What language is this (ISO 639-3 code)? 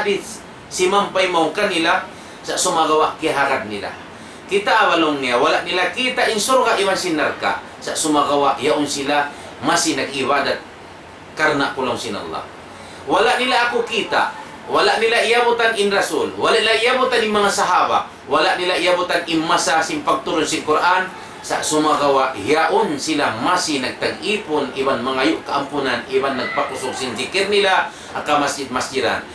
tsg